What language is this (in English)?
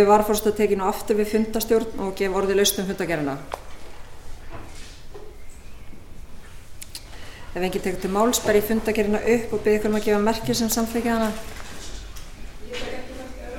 Icelandic